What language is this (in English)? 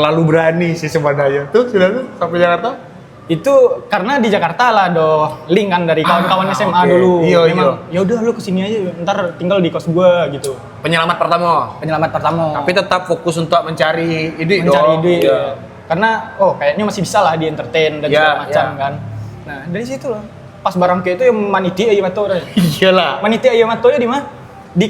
Minangkabau